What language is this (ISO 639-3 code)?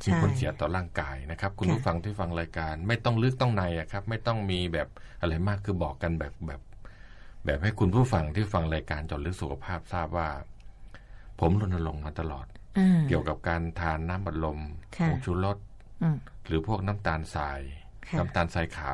tha